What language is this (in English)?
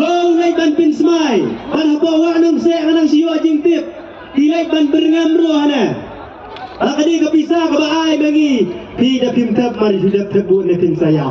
Khasi